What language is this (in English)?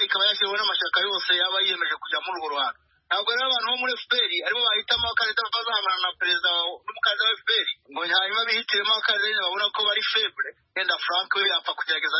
Kinyarwanda